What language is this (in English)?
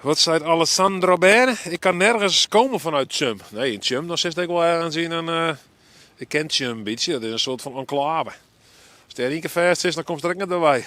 Western Frisian